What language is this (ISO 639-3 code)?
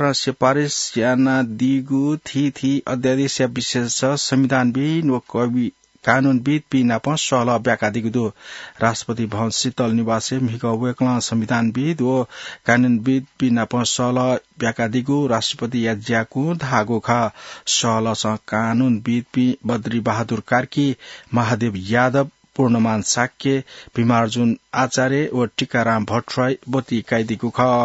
new